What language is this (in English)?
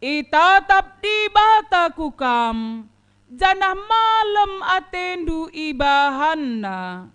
Batak Karo